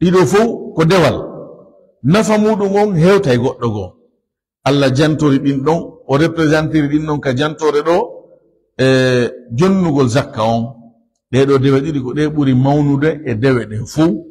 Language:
Fula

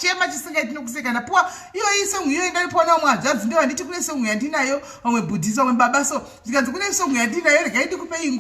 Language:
Shona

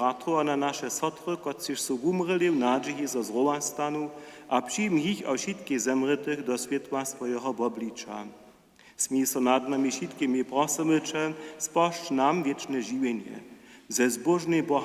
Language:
Upper Sorbian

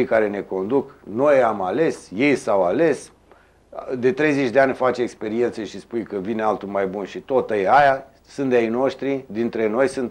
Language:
Romanian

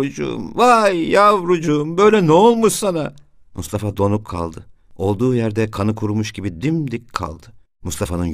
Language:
Turkish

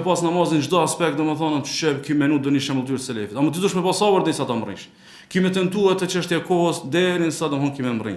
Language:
Albanian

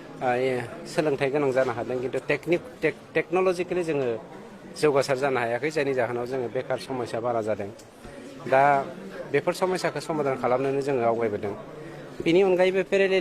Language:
Bodo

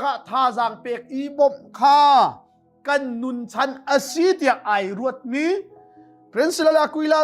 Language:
Hakha Chin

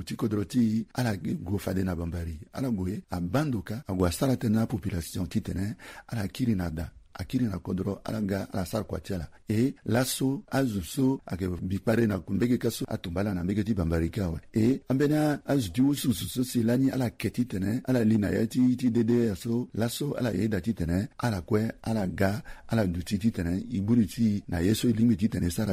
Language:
Sango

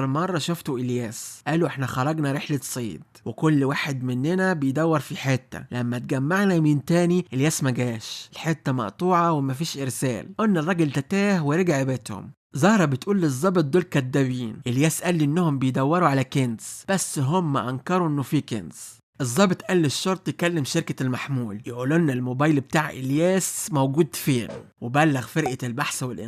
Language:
Egyptian Arabic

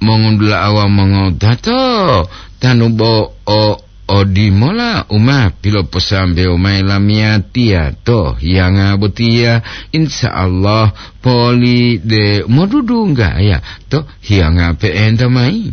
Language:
Gorontalo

